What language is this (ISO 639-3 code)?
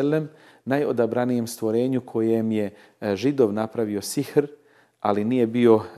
bos